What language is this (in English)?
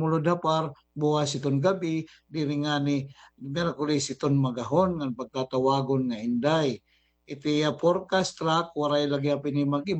Waray